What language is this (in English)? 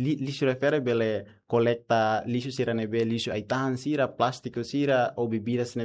Tetum